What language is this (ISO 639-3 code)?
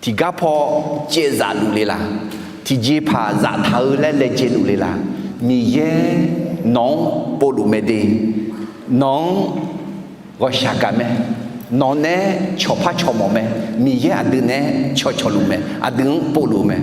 ahk